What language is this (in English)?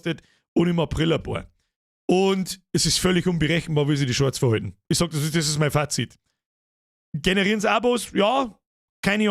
Bavarian